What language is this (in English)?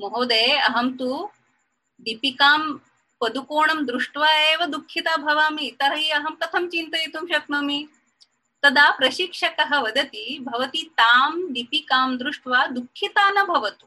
Sanskrit